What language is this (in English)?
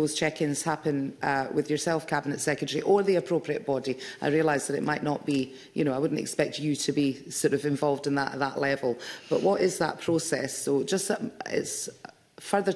English